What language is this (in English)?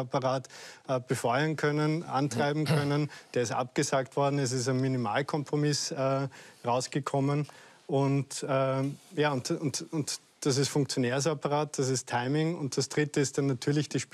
German